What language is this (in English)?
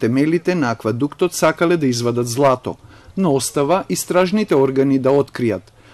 Macedonian